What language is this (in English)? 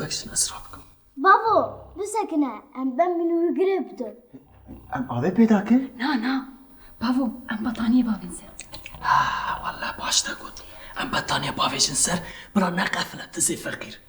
Kurdish